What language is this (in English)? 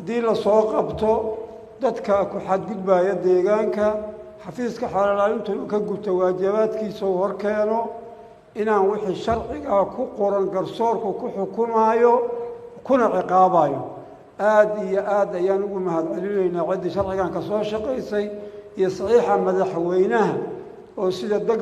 Somali